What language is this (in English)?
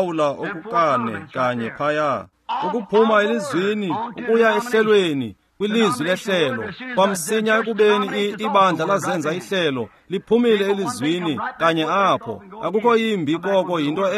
Xhosa